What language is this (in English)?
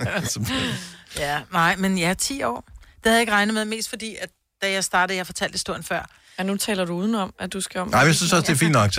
Danish